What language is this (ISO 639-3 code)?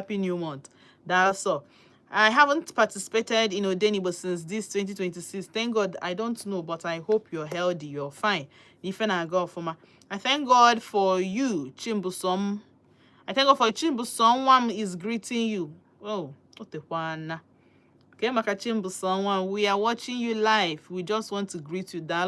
ibo